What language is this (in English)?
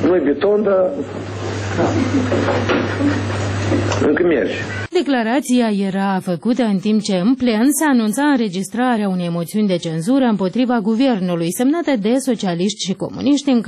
Romanian